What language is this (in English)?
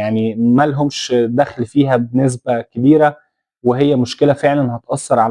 Egyptian Arabic